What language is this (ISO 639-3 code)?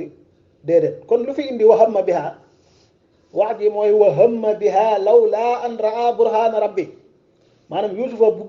wol